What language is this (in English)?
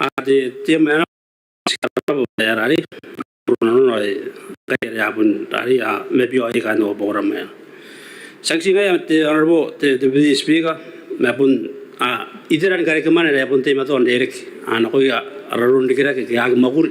Gilbertese